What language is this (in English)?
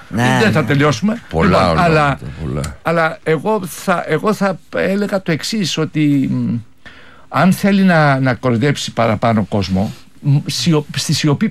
Greek